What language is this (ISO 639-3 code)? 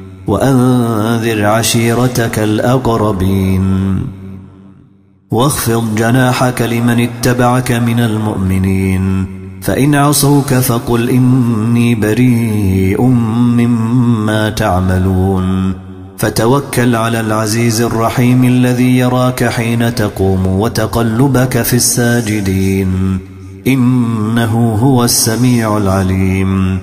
ara